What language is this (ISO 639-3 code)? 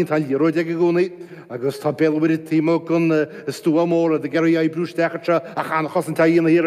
gle